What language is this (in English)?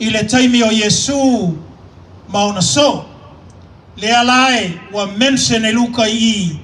Samoan